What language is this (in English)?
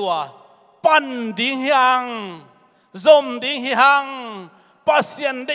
Tedim Chin